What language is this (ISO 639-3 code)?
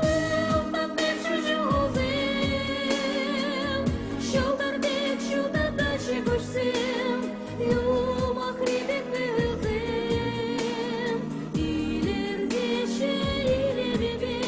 chv